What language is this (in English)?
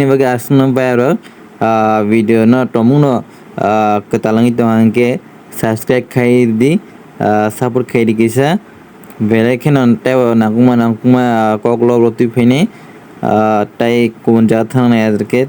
Kok Borok